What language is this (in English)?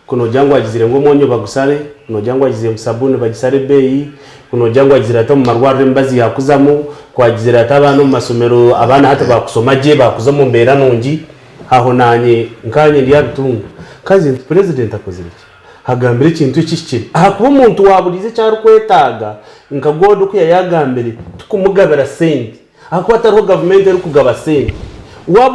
Nyankole